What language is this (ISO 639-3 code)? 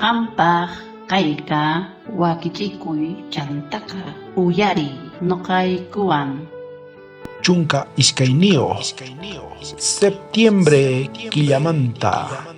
quh